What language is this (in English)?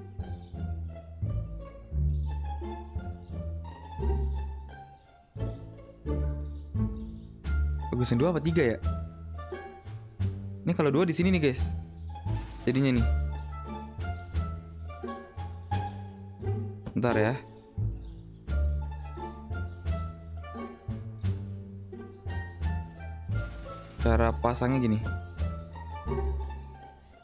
Indonesian